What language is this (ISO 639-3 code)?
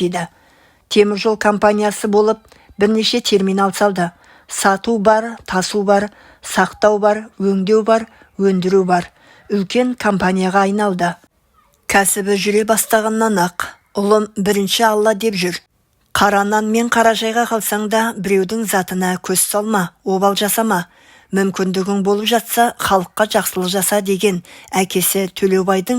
kaz